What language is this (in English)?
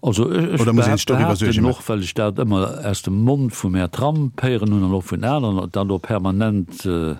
Luxembourgish